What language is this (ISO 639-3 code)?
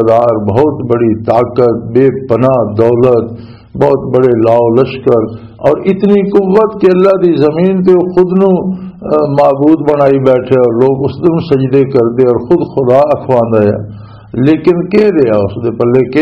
lah